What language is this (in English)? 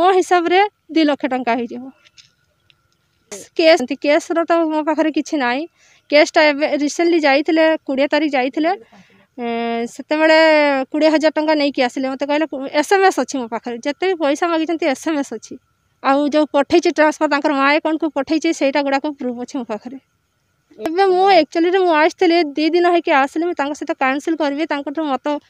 Odia